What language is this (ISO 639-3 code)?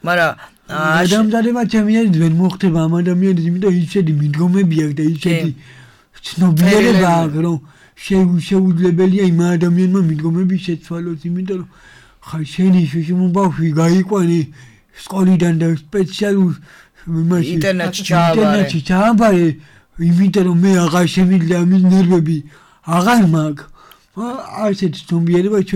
kat